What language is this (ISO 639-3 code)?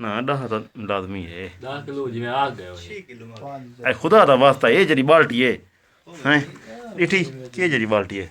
skr